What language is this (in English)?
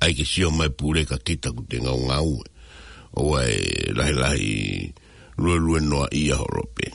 Tongan